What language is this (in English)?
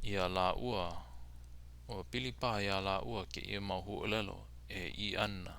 Hawaiian